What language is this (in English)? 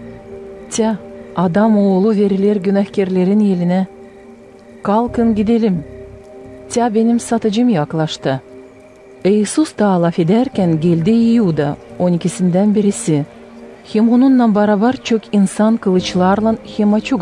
Gagauz